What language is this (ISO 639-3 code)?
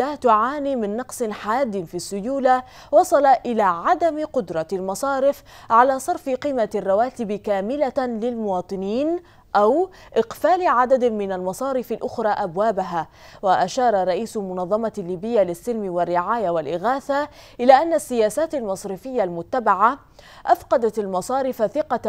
ara